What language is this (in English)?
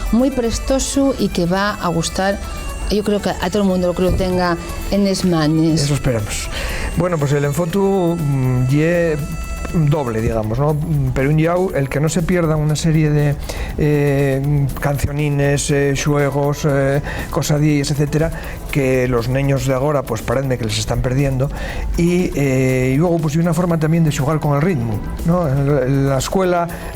Asturian